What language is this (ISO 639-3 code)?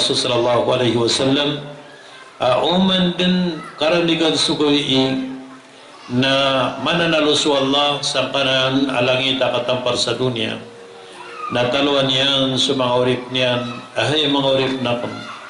mrw